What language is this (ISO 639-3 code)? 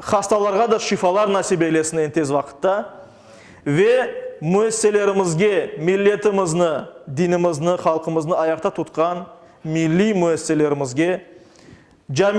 crh